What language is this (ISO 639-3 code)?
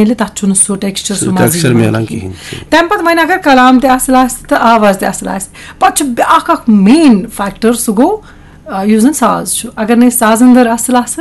kas